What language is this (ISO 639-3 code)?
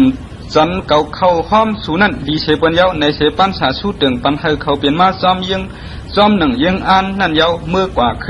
shn